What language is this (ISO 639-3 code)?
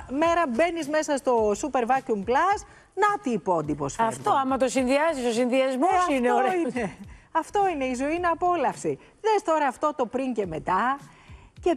ell